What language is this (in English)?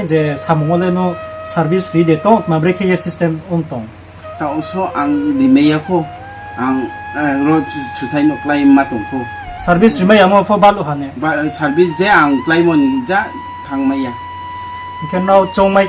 Riang (India)